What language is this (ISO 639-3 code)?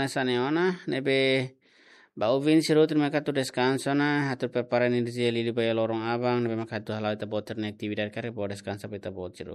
tet